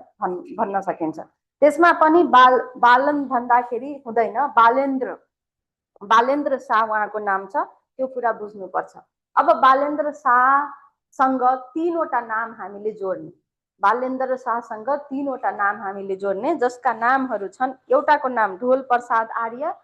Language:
Nepali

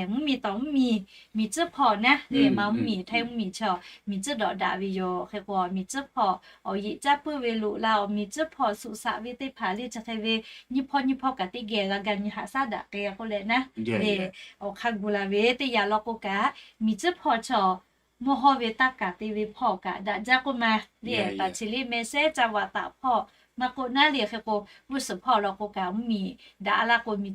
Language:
Lahu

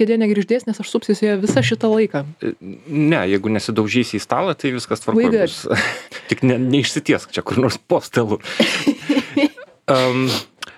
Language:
Lithuanian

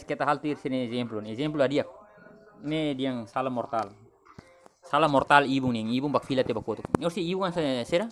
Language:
Tetum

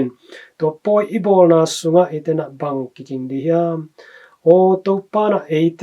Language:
Tedim Chin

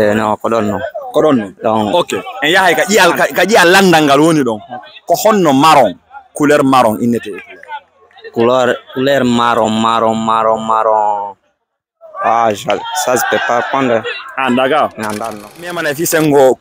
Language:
Fula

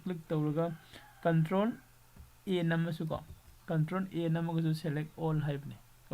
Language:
Manipuri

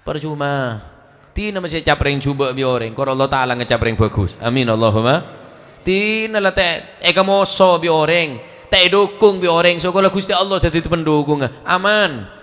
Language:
Madurese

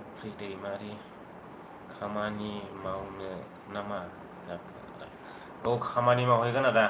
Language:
Bodo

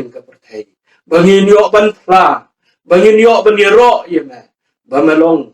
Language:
Khasi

